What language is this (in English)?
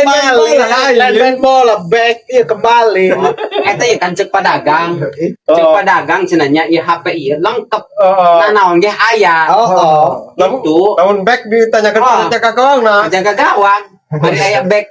Sundanese